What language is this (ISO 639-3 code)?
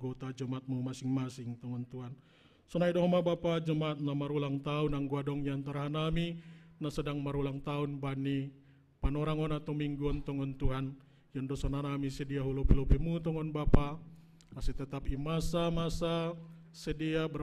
bts